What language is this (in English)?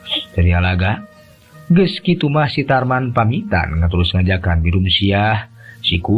Sundanese